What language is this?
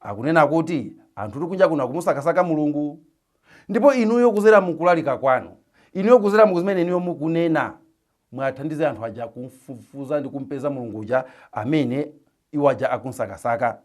Nyanja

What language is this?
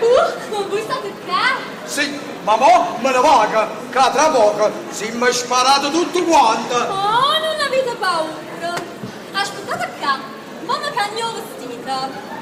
Neapolitan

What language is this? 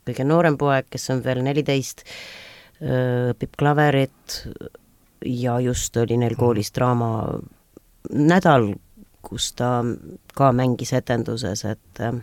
Estonian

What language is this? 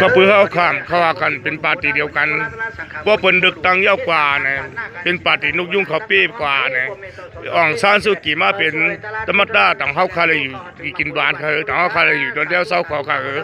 Shan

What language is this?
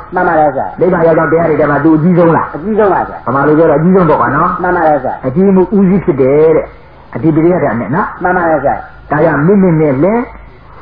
Burmese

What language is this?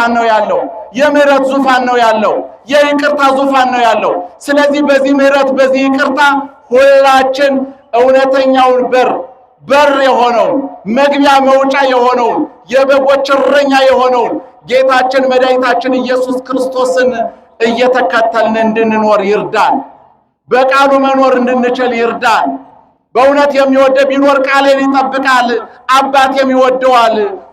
Amharic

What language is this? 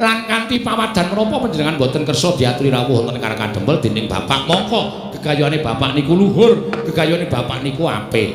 Javanese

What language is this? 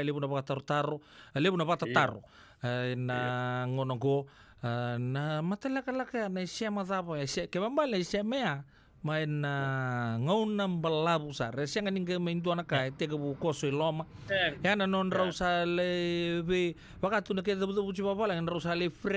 Fijian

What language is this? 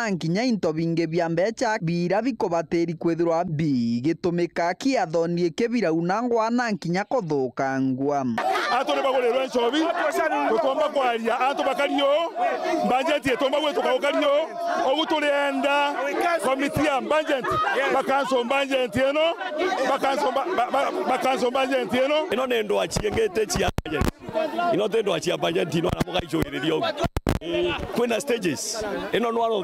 Meru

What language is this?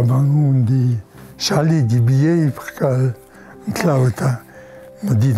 Ladin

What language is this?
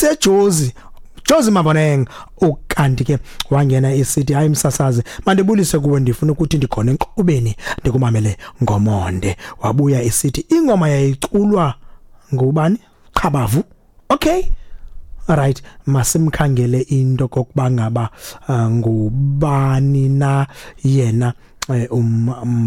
Xhosa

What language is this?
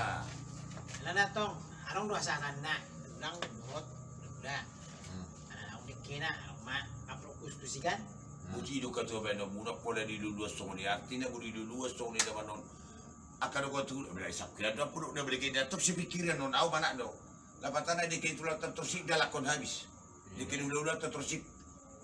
Batak Toba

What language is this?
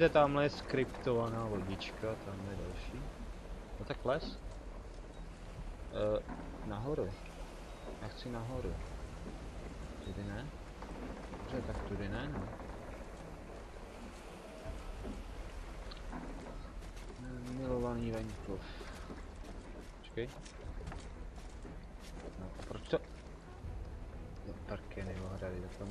Czech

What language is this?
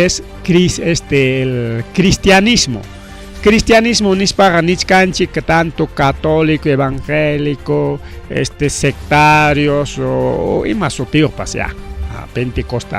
Ayacucho Quechua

